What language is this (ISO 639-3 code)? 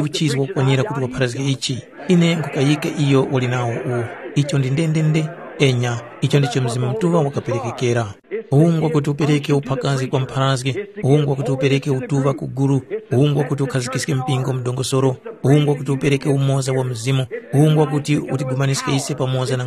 tum